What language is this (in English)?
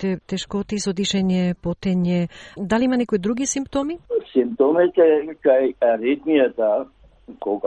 Macedonian